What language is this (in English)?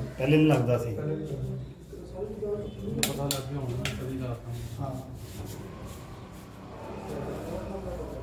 Punjabi